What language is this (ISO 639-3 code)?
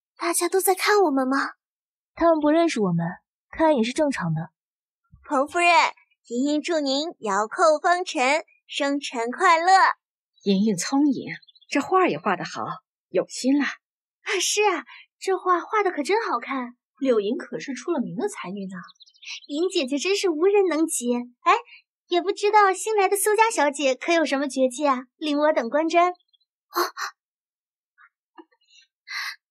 zho